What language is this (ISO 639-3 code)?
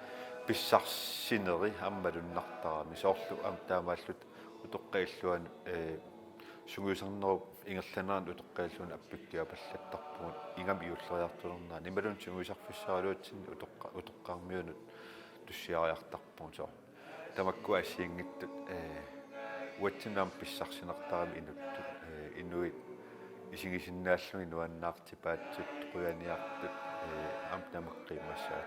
kal